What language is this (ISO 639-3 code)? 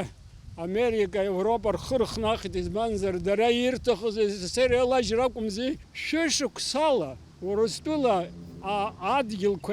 abk